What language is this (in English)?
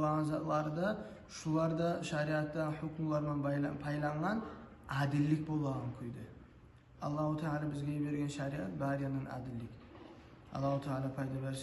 Kumyk